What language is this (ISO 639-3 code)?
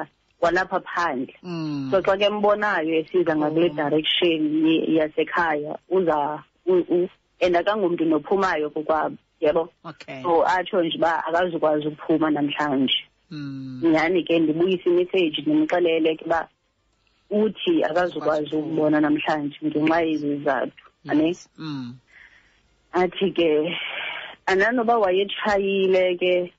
xho